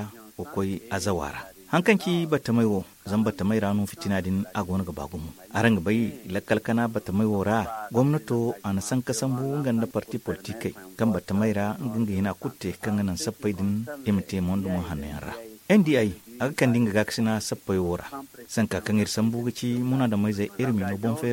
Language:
Zarma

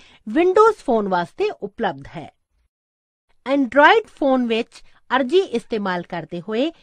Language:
Punjabi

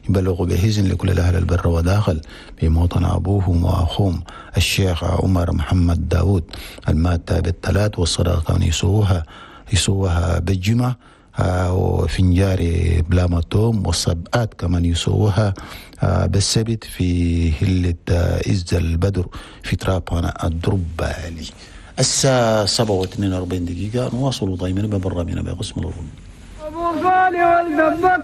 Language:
Chadian Arabic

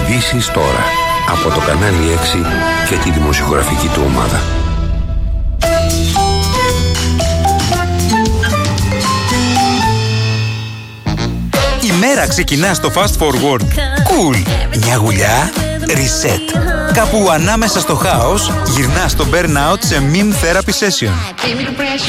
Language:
Greek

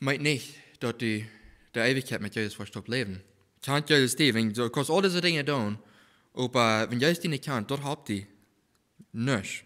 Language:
Plautdietsch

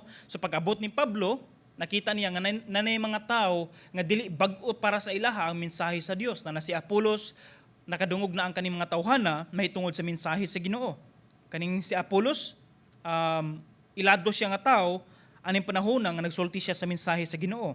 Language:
Cebuano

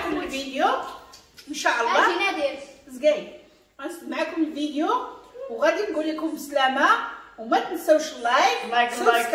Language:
Moroccan Arabic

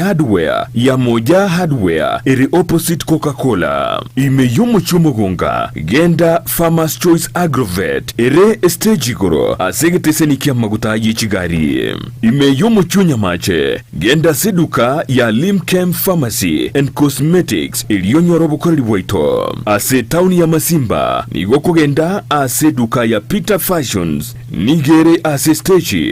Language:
Gusii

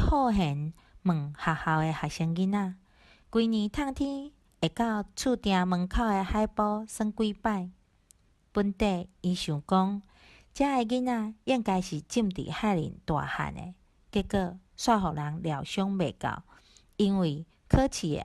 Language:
Min Nan Chinese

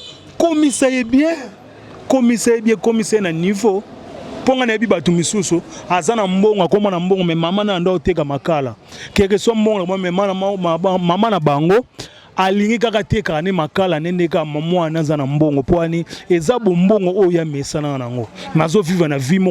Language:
Lingala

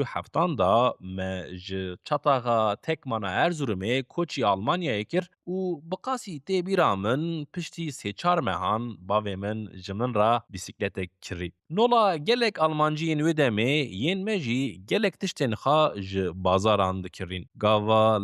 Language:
Kurdish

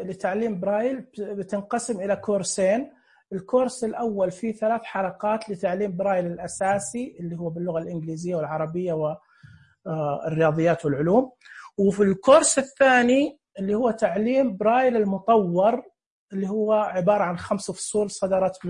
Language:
Najdi Arabic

